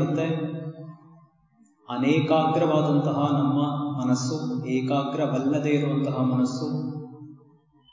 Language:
Kannada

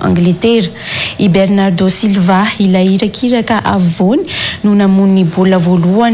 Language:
Malagasy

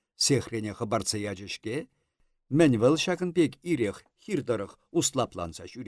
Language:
Chuvash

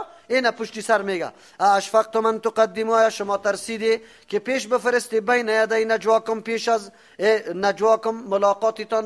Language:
Persian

